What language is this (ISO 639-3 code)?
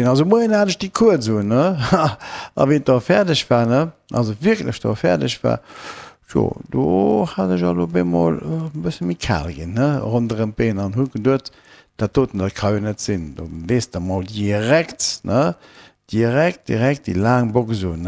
ltz